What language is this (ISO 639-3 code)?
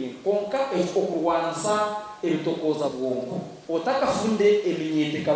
nyn